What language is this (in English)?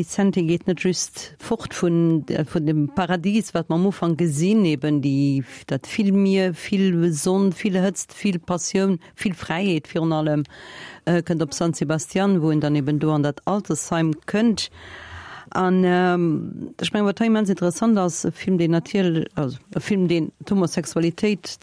Luxembourgish